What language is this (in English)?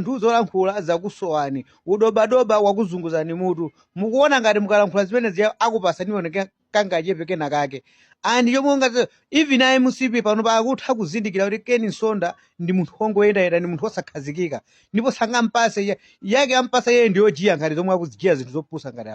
Nyanja